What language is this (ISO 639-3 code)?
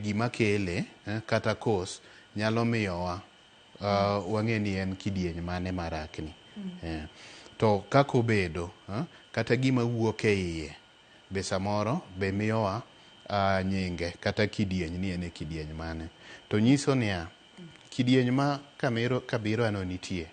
luo